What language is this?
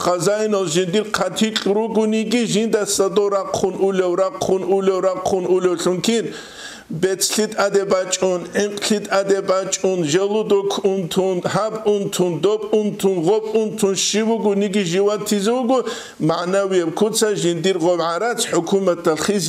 Avaric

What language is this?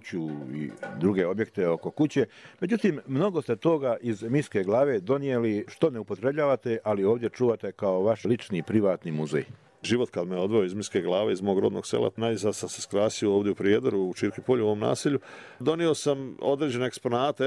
Bosnian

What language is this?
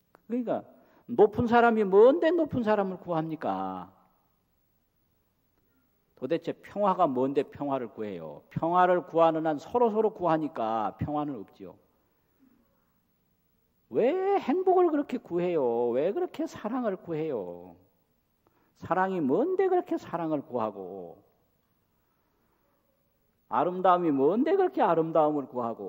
Korean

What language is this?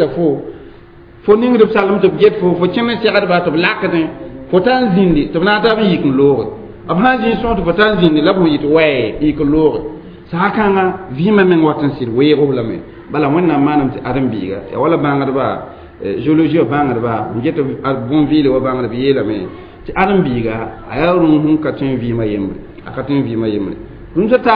Mossi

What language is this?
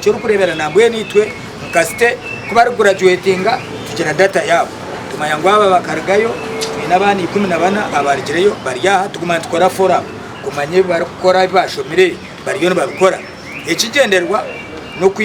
Nyankole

